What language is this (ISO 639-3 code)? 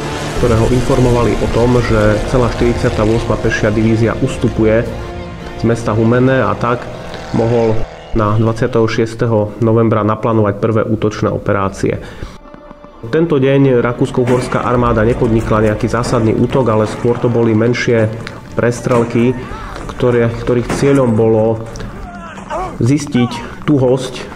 slk